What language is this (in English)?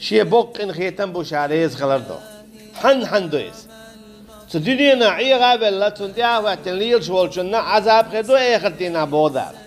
Chechen